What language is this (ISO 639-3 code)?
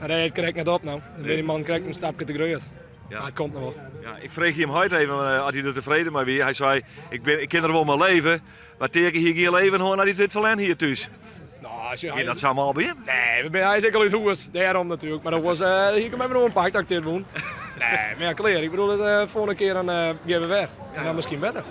fry